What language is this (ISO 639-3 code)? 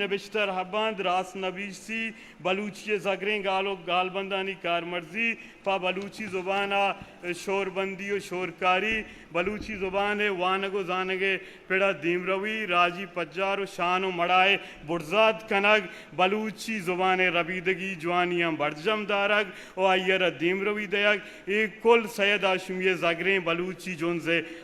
bgp